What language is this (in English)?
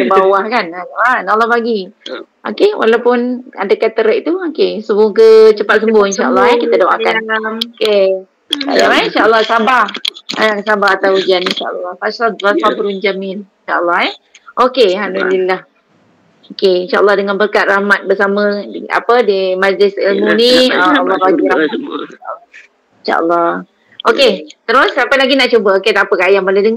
Malay